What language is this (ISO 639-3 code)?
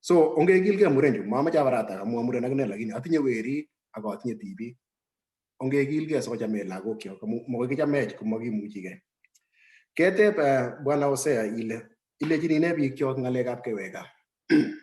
kln